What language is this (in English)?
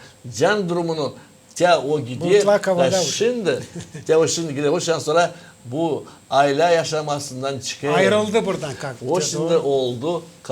Gagauz